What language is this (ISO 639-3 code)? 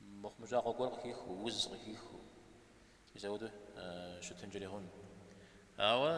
kbd